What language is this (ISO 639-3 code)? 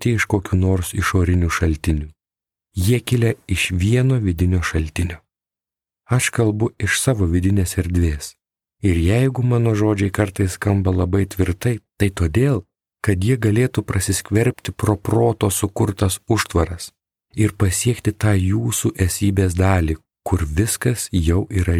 lit